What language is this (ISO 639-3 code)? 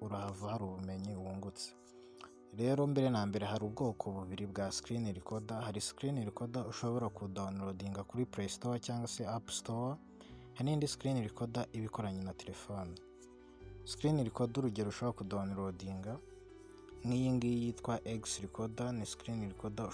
kin